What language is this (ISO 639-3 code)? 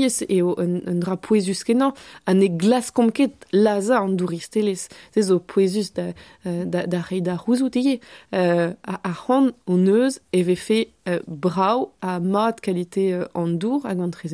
bre